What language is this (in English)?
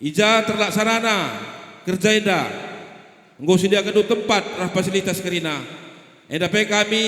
Batak Karo